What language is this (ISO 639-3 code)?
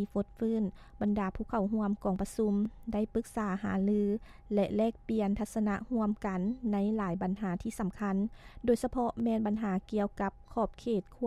lao